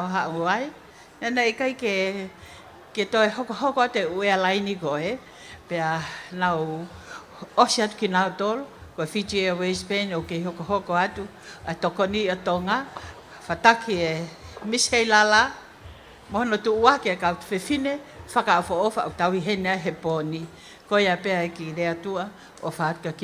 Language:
Tongan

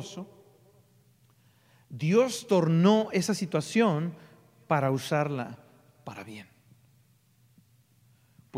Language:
Spanish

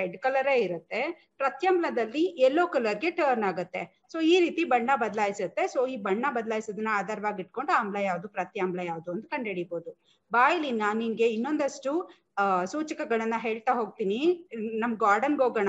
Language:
Kannada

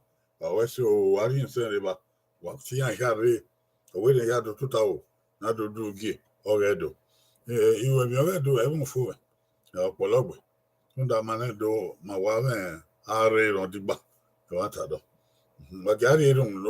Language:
Bini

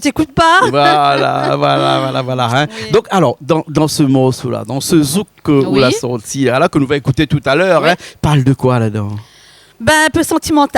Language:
Réunion Creole French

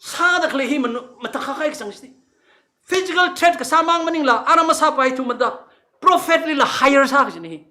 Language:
Tangkhul Naga (India)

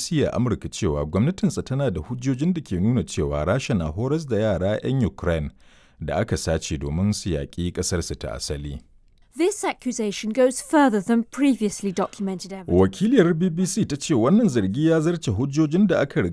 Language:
Hausa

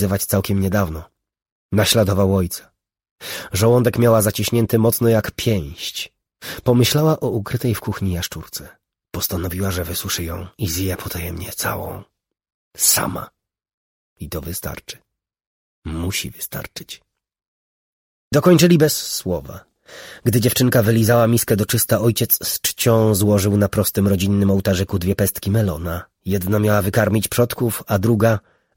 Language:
Polish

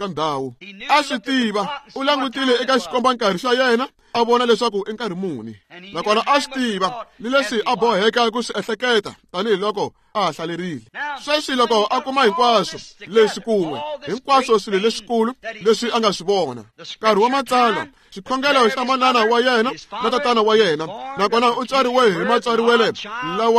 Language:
Tsonga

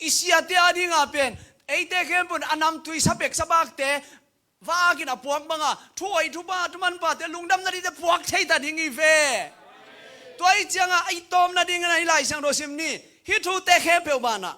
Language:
Tedim Chin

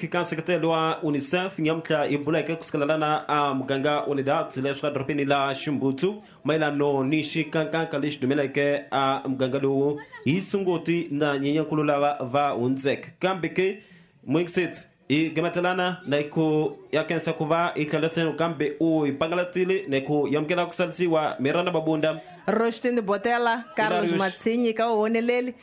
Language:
Tsonga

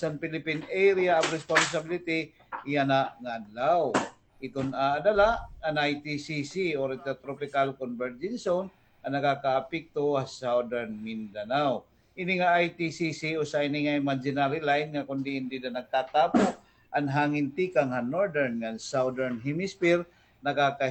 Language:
Waray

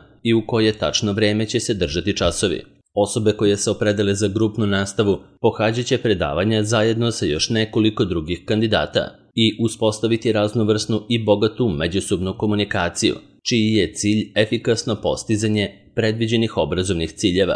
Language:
Serbian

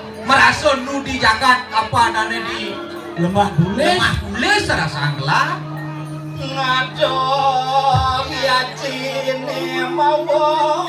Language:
Balinese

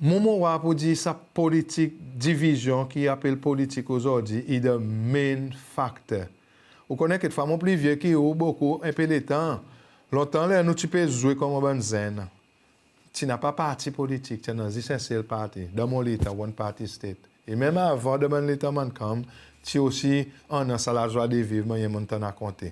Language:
Seselwa Creole French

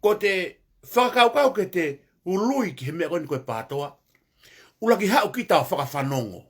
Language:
Tongan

